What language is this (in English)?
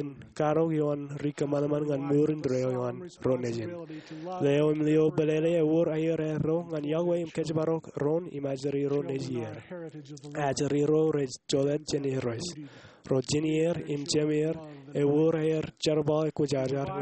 Marshallese